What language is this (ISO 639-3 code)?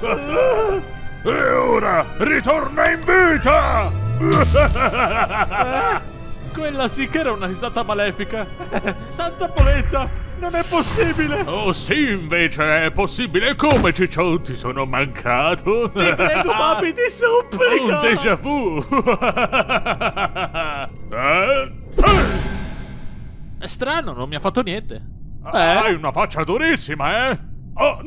ita